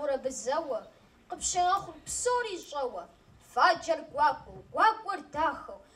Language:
Kabardian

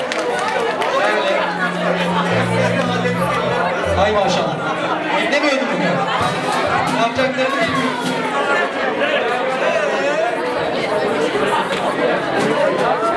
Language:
Turkish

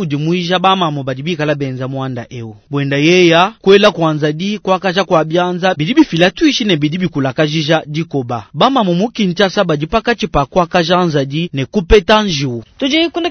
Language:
Luba-Lulua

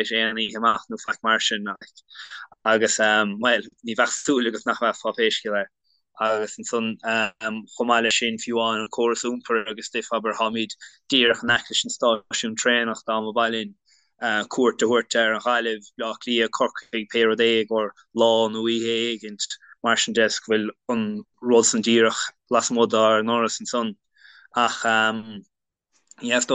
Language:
Irish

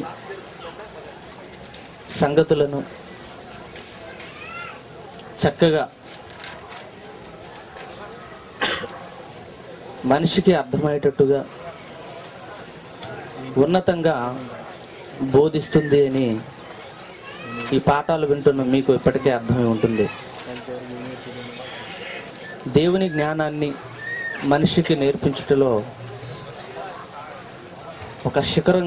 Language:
Telugu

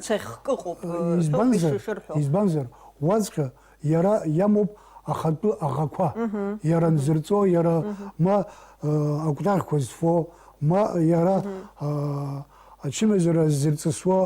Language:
Abkhazian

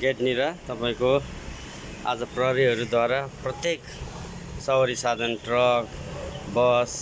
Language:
Nepali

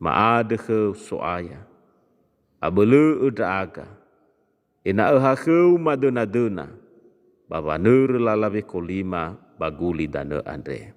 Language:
Nias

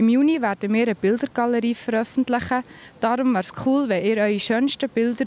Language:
Swiss German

